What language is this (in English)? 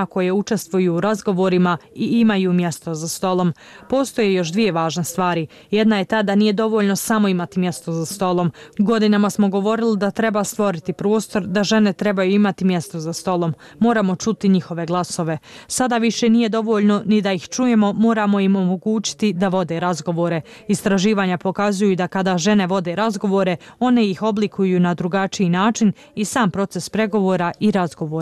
Bosnian